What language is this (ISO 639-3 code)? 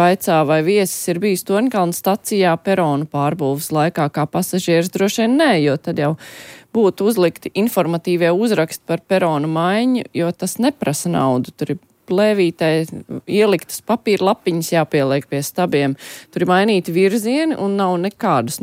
lav